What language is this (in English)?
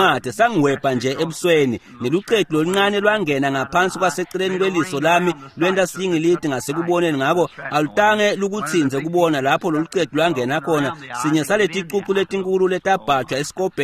Swati